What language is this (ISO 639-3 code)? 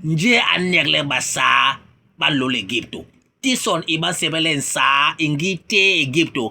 bas